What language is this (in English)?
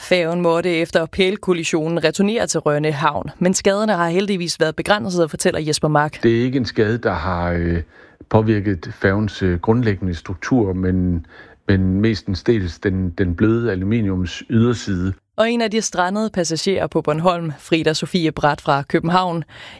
Danish